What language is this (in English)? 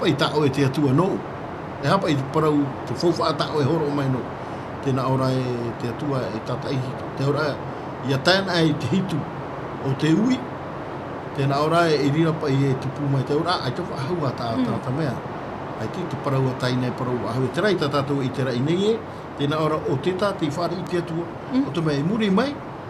Tahitian